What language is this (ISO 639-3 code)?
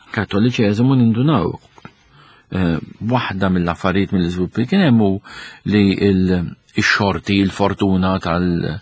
mlt